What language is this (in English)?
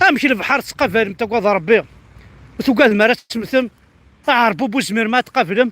Kabyle